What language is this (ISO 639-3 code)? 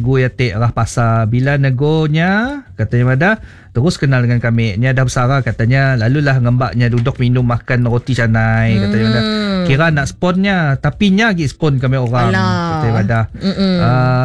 msa